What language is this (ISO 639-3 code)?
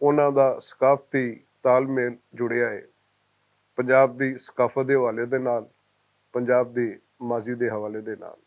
lah